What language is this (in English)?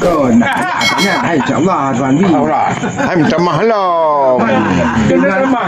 Achinese